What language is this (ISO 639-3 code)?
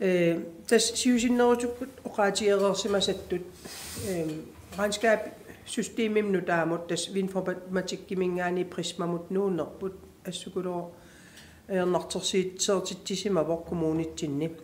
kal